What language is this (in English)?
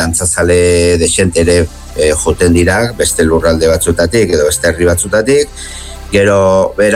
Basque